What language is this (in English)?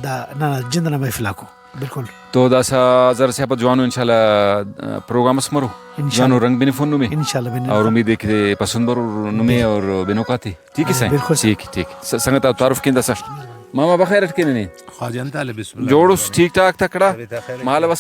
Brahui